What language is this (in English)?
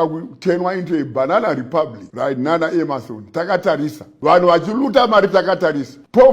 Shona